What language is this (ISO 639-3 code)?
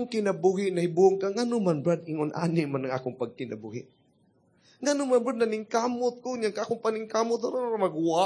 ceb